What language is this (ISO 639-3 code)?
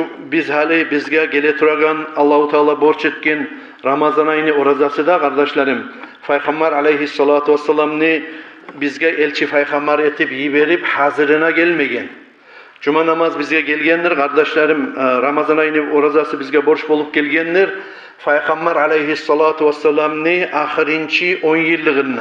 kum